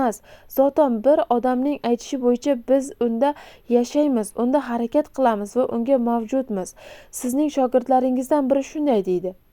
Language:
Uzbek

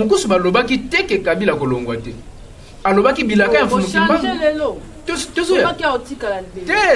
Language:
Lingala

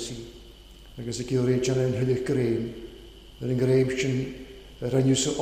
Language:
Welsh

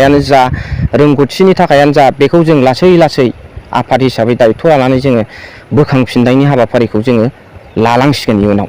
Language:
Bodo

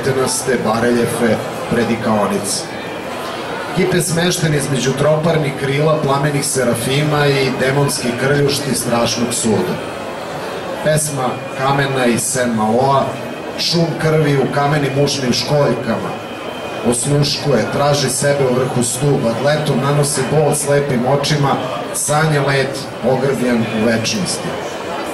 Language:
Serbian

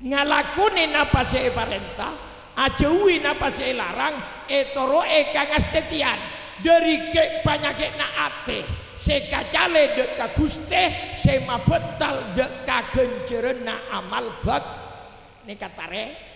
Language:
Madurese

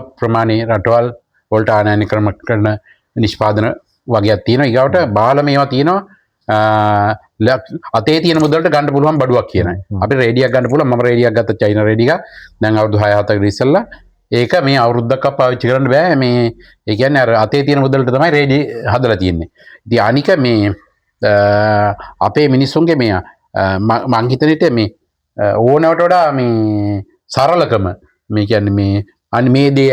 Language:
Sinhala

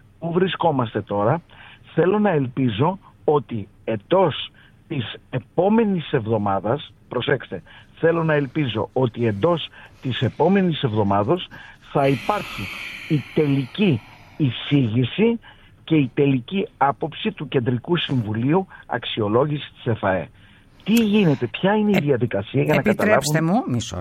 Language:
Greek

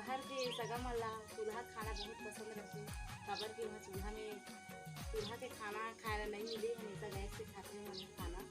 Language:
Chhattisgarhi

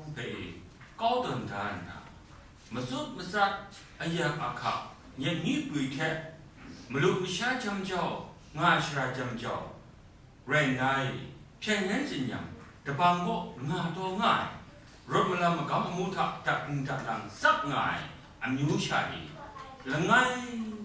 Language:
Kachin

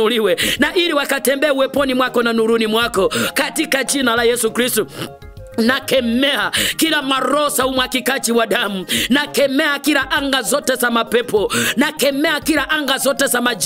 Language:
Swahili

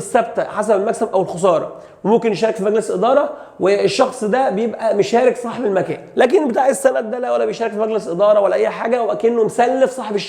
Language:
Egyptian Arabic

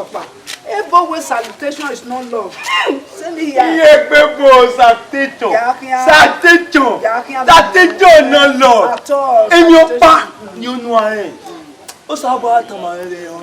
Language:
Bini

